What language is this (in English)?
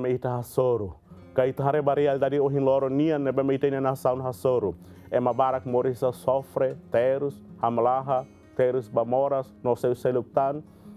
Tetum